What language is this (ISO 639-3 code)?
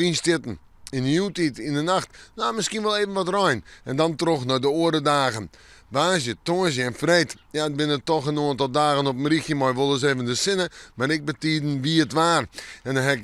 fry